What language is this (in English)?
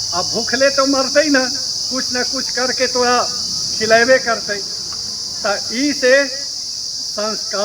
Magahi